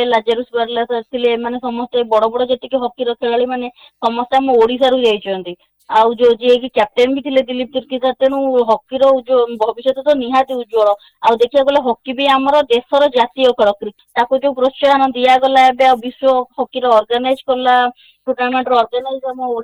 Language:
Odia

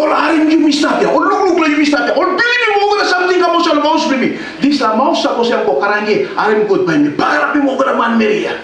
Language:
Tok Pisin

